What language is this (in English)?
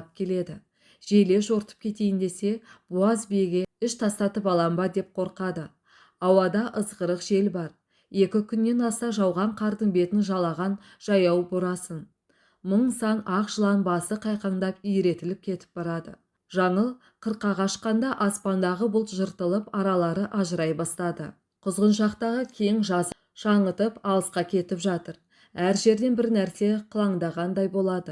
Kazakh